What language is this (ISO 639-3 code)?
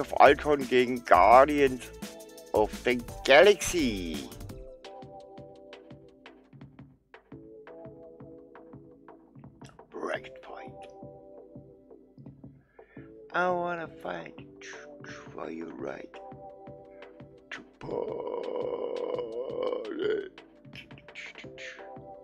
deu